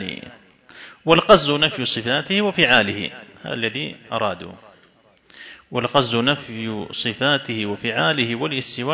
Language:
Arabic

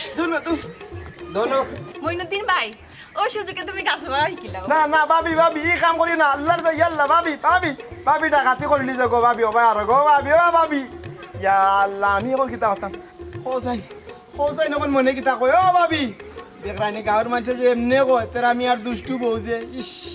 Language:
Sylheti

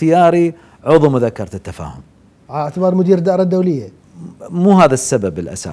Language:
Mesopotamian Arabic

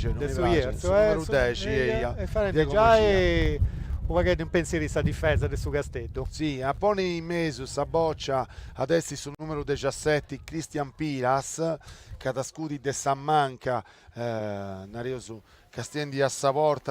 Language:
Sardinian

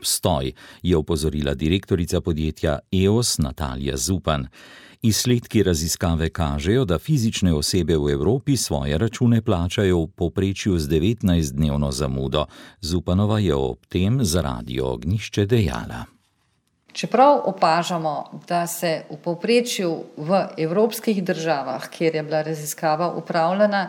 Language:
Slovenian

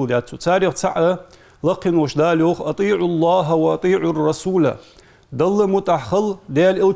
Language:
Ingush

